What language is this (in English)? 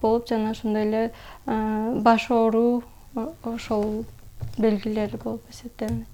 Kyrgyz